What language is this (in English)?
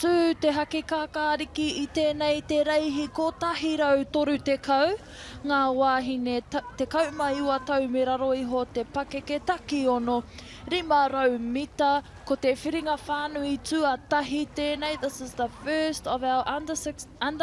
Māori